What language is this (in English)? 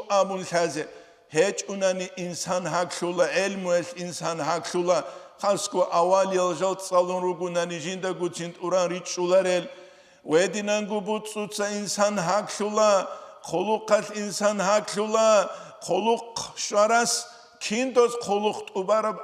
Avaric